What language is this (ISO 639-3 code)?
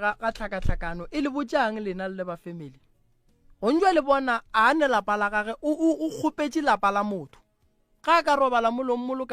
nso